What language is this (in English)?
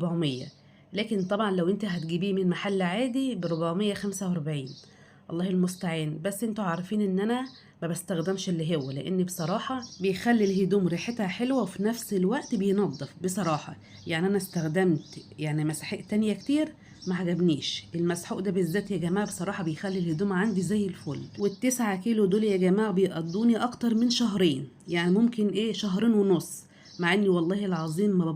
Egyptian Arabic